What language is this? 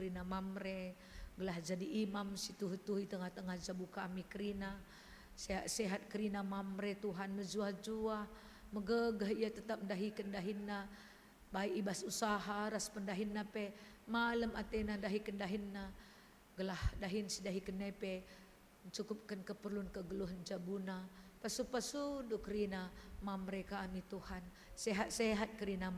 Batak Karo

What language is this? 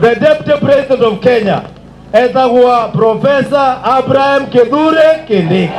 Meru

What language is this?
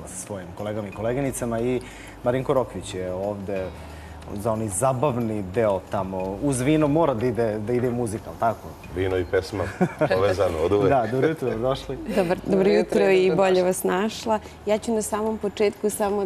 Serbian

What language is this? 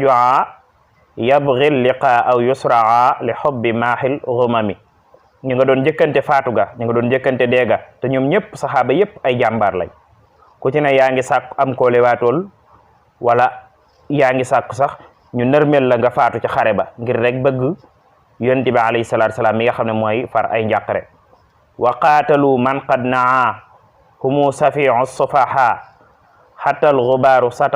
Wolof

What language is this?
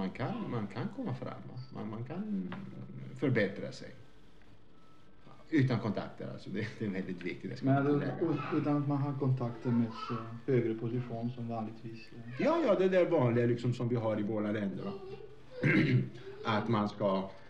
Swedish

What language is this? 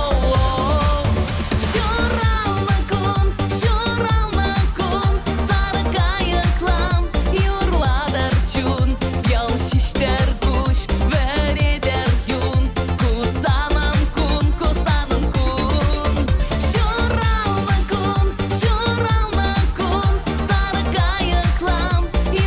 Chuvash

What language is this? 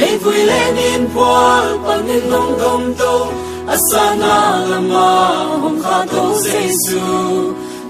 Tedim Chin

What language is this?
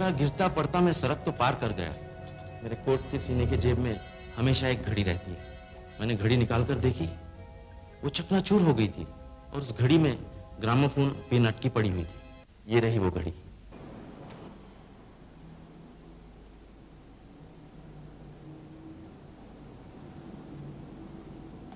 Hindi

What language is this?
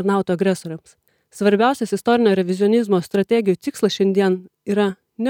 Lithuanian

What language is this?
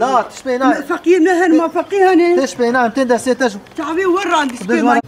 Kurdish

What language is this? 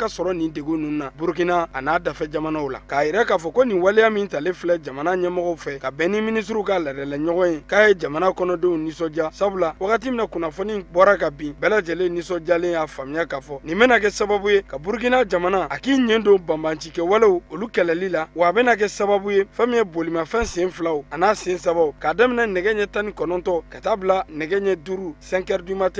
Bambara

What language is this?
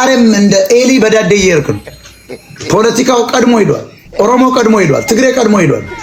Amharic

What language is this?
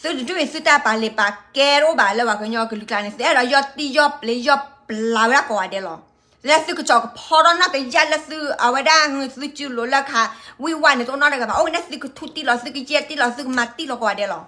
S'gaw Karen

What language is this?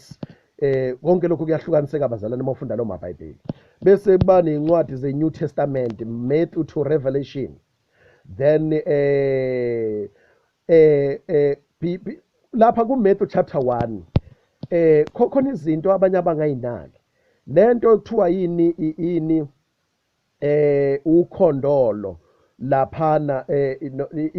Zulu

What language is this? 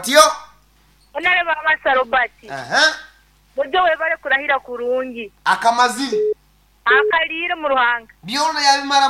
Nyankole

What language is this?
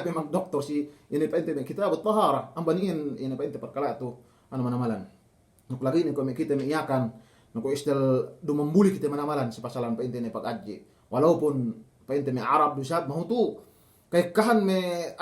Yakan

